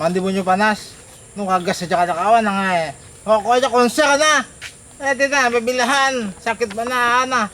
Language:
Banjar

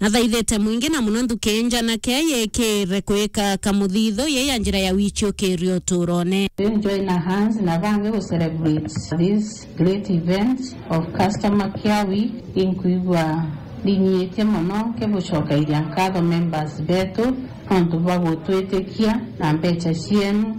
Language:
Meru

